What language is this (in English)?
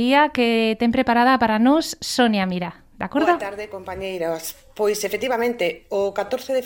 Galician